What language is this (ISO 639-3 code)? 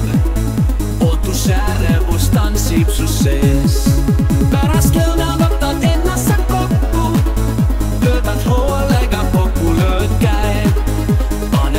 est